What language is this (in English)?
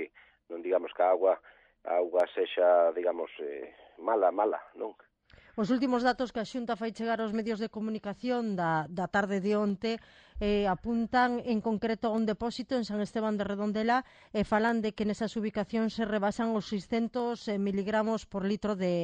Galician